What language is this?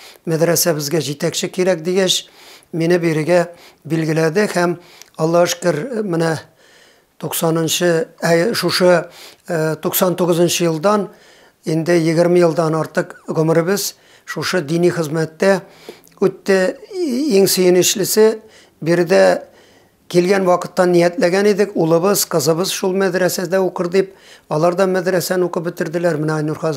Bashkir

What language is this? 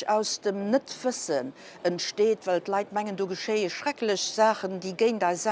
Luxembourgish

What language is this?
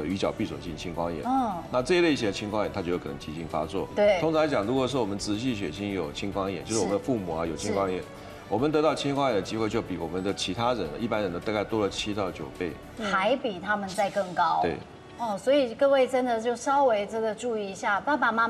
Chinese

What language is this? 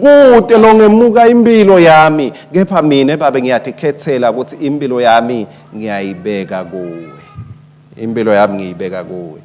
Swati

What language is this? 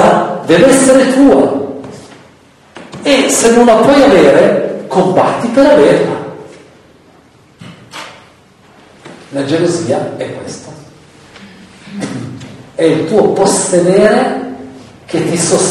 Italian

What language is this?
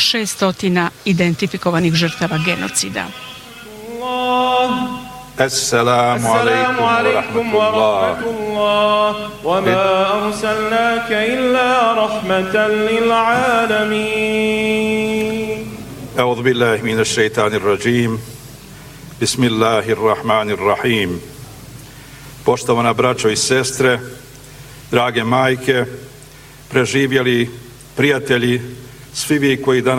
Bosnian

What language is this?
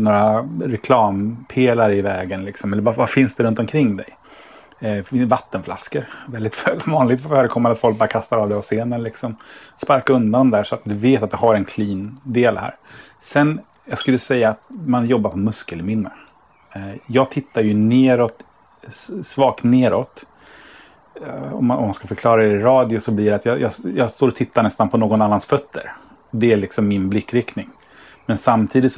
Swedish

